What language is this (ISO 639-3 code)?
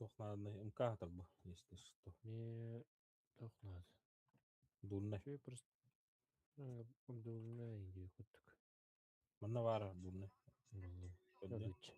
sah